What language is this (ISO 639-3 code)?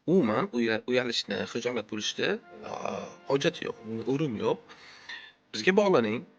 uzb